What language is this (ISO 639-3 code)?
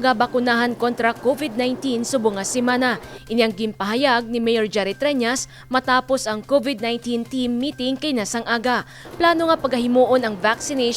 hil